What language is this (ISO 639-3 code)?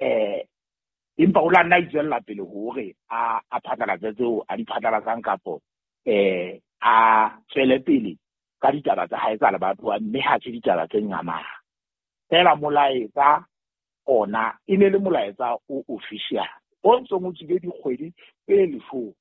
sot